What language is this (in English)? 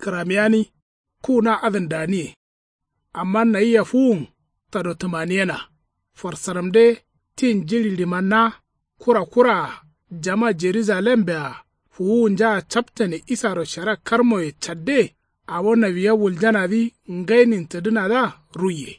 Kanuri